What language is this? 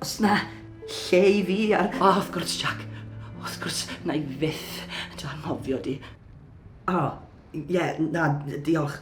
Welsh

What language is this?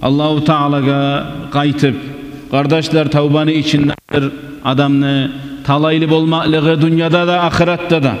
Kumyk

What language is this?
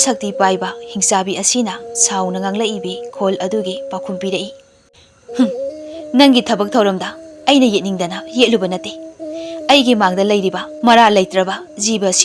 Manipuri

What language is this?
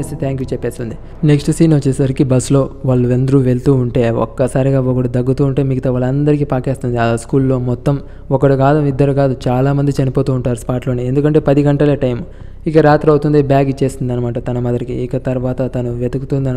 Telugu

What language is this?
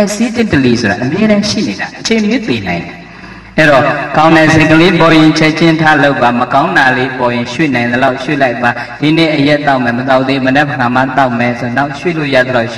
Burmese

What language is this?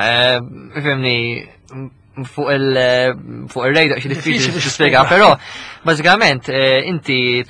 Maltese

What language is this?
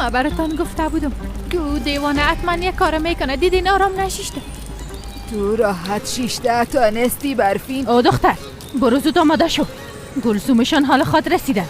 Persian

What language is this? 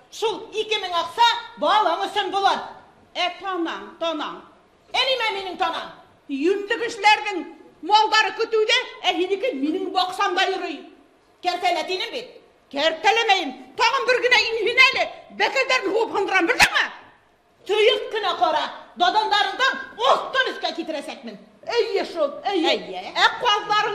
Bashkir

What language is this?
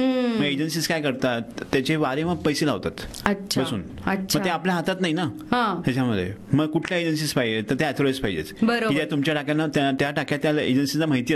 Marathi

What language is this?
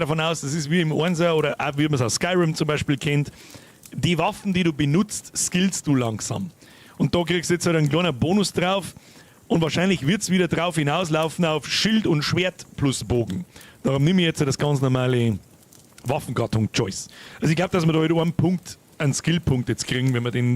Bavarian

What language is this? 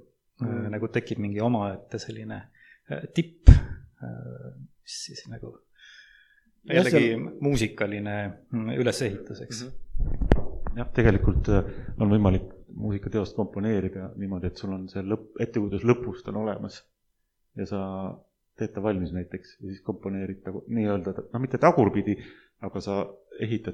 Estonian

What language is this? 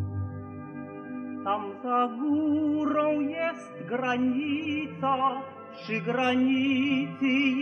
Polish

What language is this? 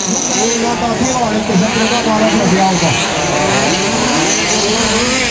Finnish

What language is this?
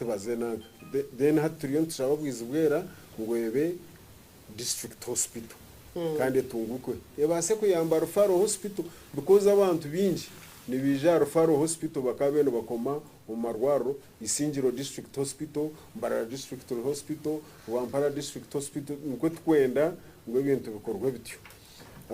Nyankole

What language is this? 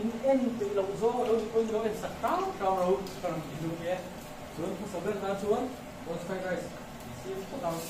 Mizo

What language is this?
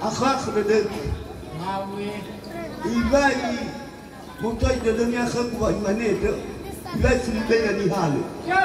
Nias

